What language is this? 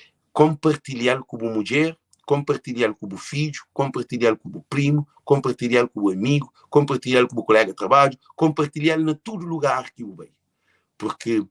Kabuverdianu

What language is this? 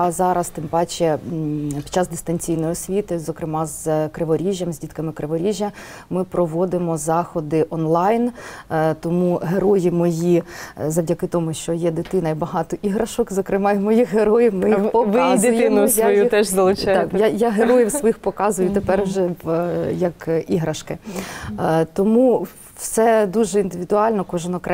Ukrainian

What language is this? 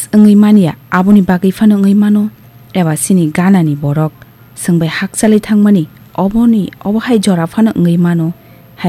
Kok Borok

